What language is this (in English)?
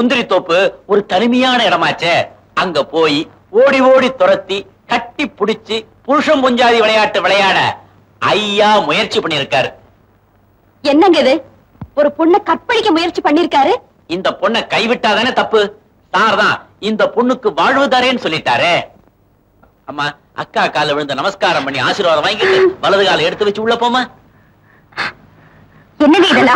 Tamil